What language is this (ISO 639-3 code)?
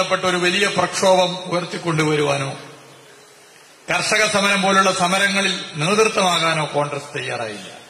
mal